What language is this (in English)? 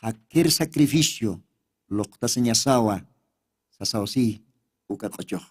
Aymara